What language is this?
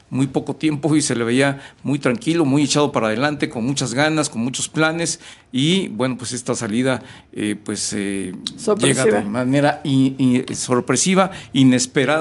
Spanish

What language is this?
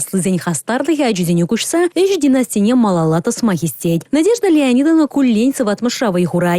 Chuvash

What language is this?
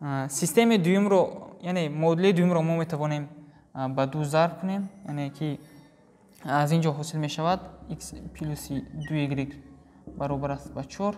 Tajik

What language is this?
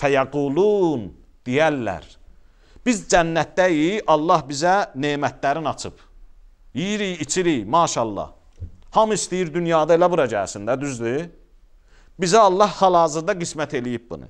Azerbaijani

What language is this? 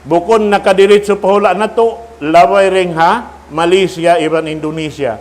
Tausug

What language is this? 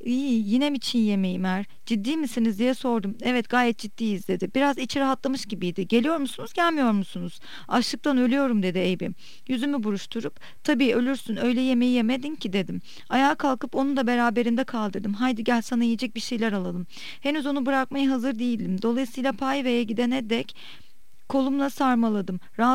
Turkish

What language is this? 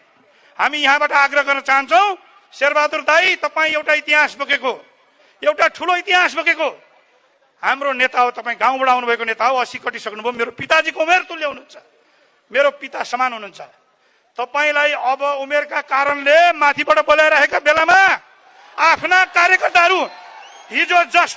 Nepali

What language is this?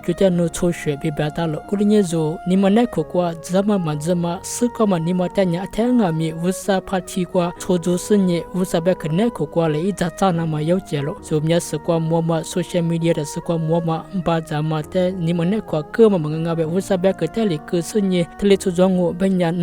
Lisu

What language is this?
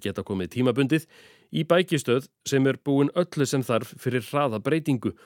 Icelandic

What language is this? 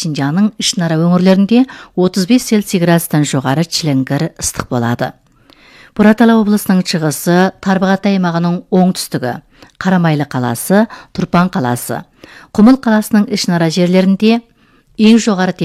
Kazakh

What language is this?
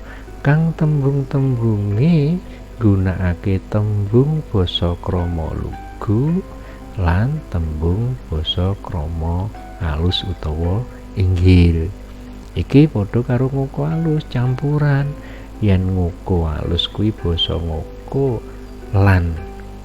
Javanese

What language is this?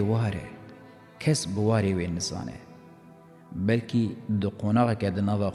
Kurdish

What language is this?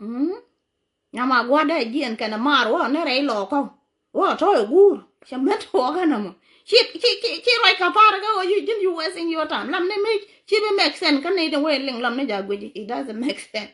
Nuer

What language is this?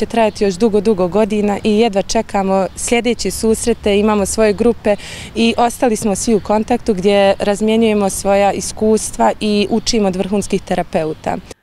Bosnian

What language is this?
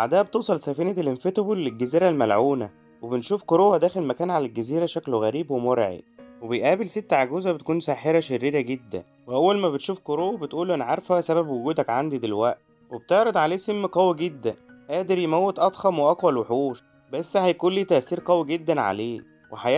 Egyptian Arabic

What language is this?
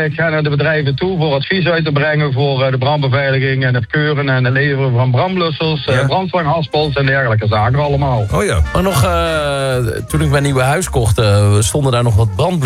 Dutch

